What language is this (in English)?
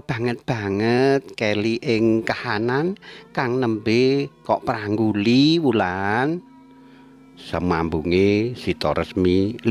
Javanese